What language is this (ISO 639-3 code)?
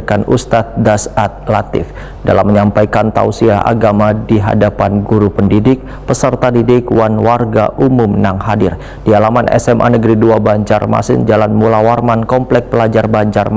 bjn